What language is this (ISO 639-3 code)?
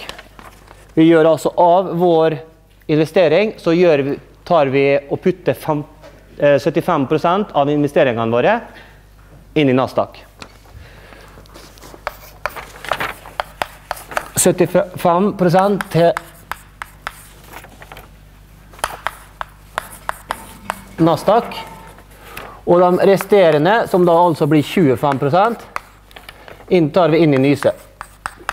nor